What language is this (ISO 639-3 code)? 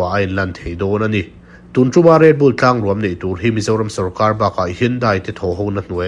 lus